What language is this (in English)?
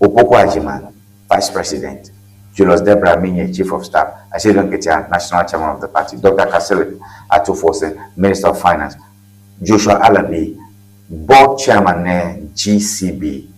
Ewe